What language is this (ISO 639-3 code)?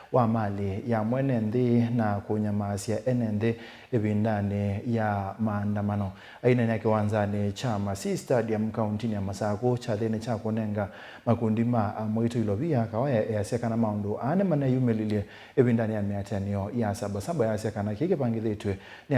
kam